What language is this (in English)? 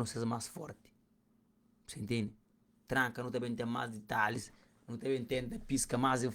Kabuverdianu